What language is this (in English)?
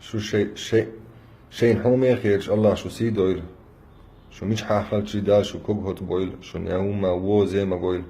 Chechen